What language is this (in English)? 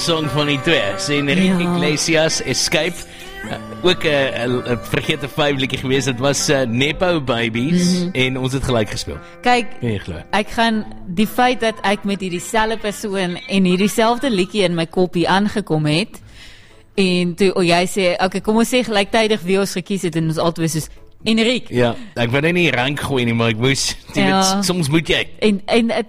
Afrikaans